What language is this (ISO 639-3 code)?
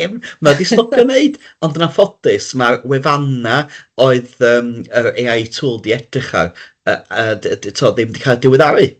cym